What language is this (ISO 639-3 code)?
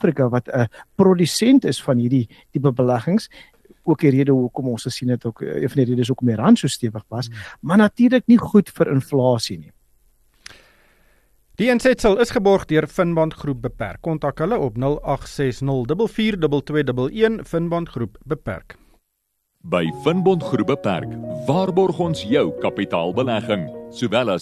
afr